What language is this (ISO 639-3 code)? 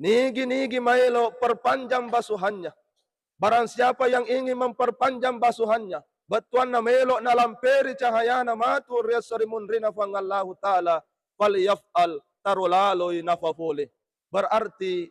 bug